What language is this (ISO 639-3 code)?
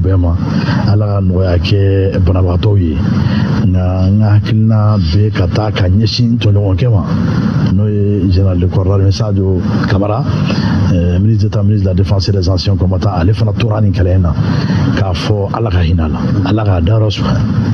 bam